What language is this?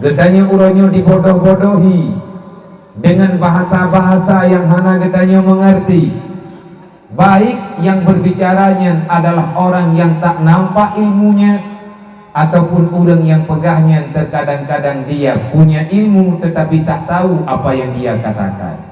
Achinese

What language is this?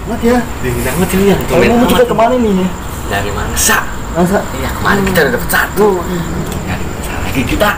Betawi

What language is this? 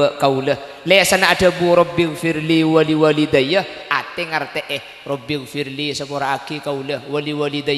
Madurese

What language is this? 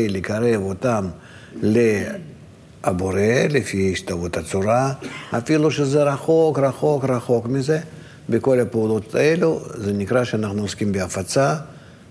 Hebrew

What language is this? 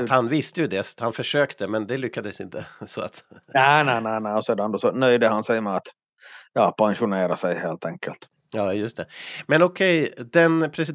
Swedish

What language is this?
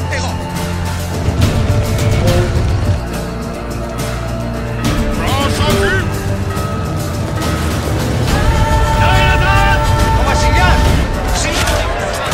Greek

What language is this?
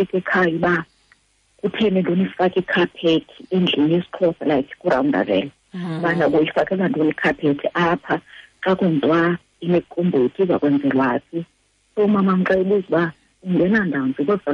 Xhosa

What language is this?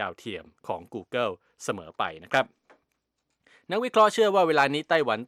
Thai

